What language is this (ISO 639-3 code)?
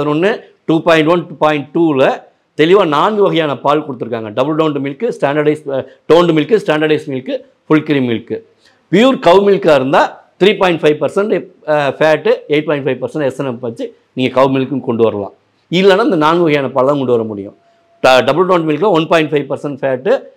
tam